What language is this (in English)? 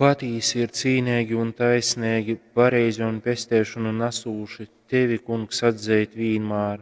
Latgalian